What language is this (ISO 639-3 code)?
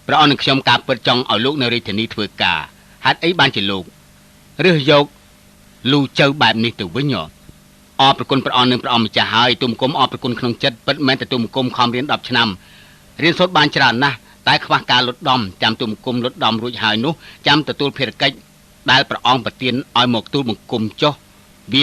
khm